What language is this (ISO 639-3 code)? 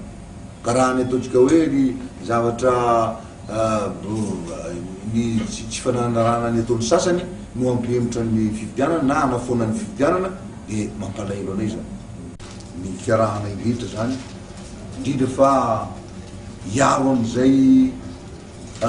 mlg